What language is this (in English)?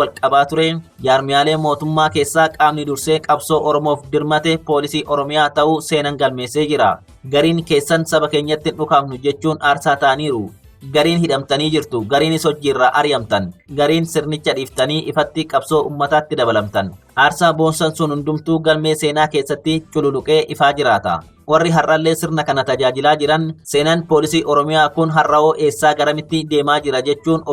Oromo